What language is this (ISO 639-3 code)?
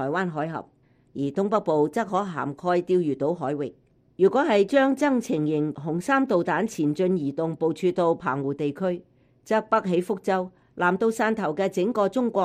yue